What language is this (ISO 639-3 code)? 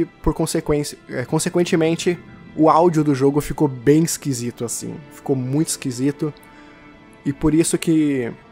por